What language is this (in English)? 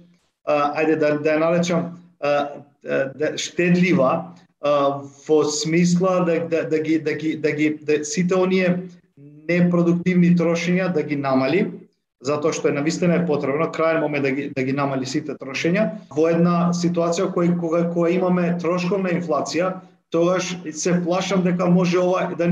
Macedonian